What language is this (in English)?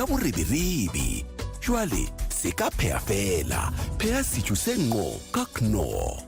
Southern Sotho